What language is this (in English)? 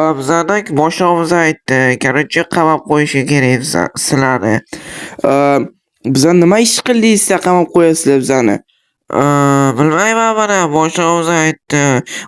Uzbek